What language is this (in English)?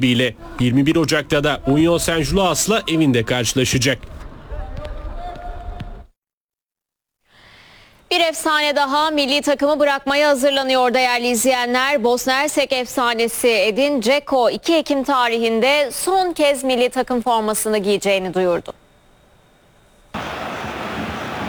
Turkish